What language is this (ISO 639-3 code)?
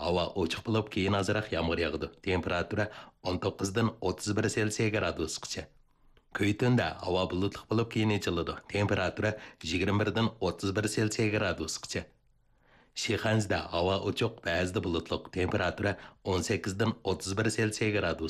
uig